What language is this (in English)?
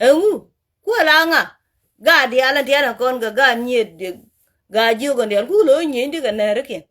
Nuer